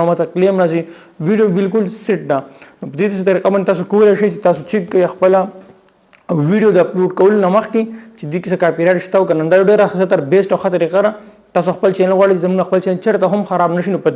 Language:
Pashto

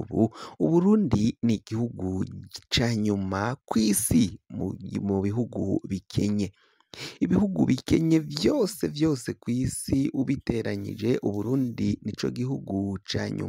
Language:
Rundi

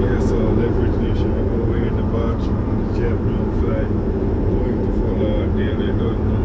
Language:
Jamaican Creole English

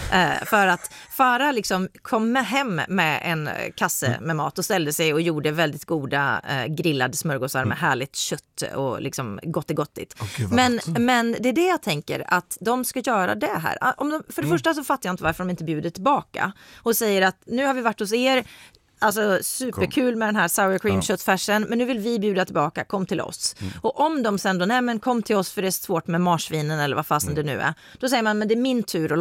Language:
Swedish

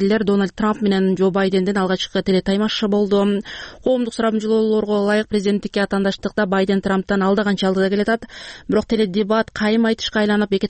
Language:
Kyrgyz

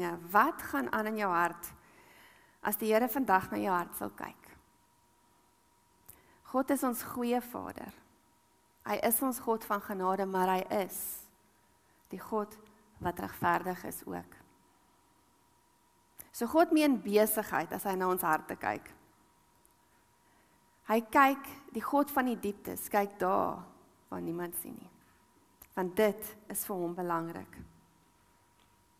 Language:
Afrikaans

